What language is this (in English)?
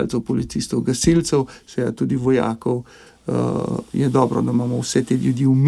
Slovenian